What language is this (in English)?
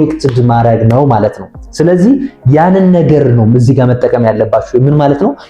Amharic